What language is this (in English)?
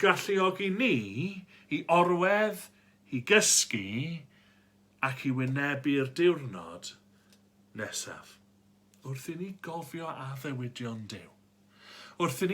Welsh